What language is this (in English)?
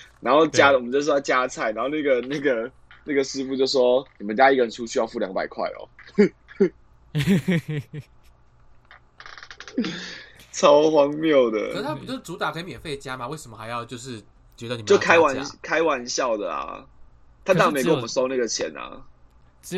Chinese